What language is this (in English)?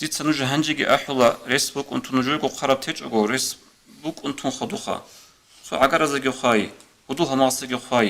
Avaric